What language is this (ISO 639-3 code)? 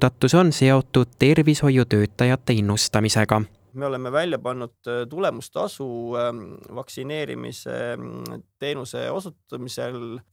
est